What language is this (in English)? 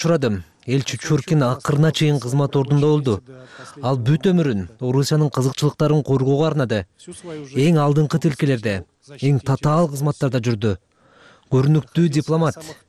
Kyrgyz